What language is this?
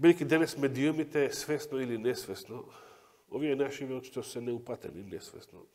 Macedonian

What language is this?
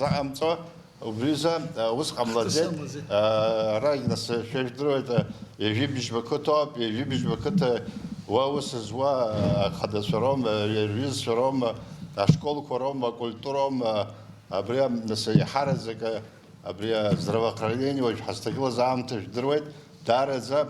Abkhazian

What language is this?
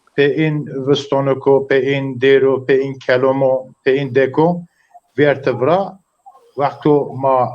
Zaza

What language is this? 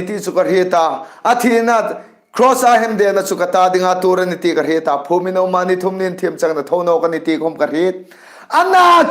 Hmar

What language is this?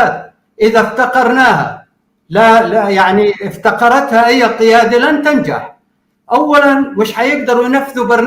North Levantine Arabic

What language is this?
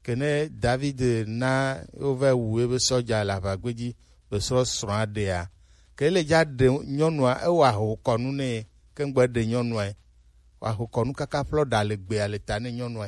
Gen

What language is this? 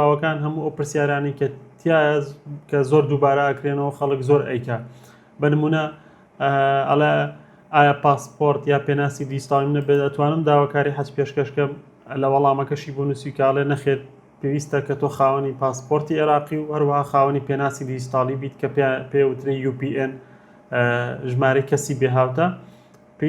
Central Kurdish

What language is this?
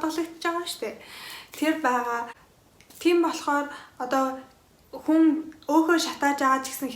Mongolian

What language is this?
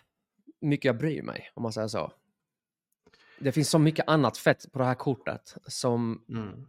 Swedish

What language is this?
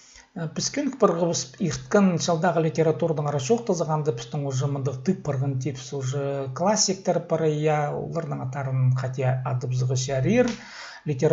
Khakas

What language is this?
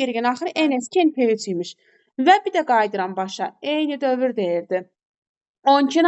Azerbaijani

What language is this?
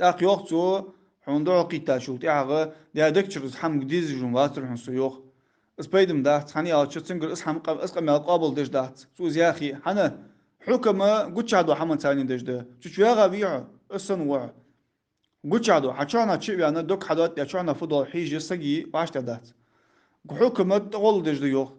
Ingush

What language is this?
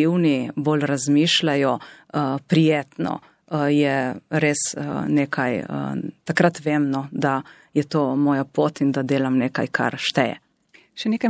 Slovenian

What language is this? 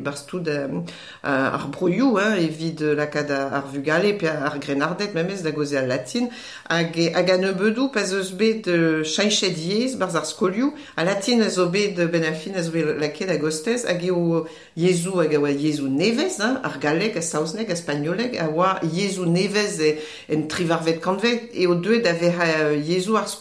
Breton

